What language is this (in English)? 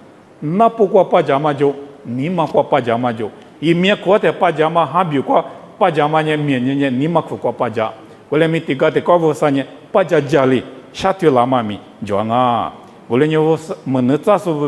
Lisu